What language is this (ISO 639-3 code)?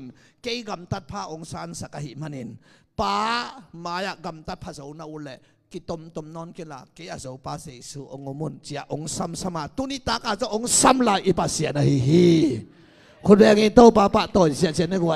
ctd